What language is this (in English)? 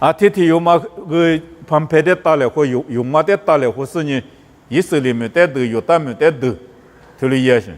Lisu